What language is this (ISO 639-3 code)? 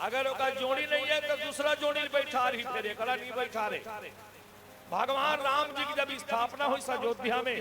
hne